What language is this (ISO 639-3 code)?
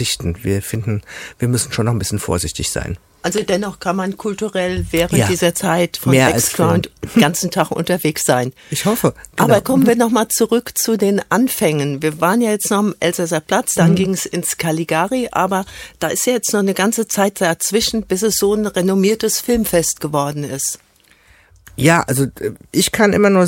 deu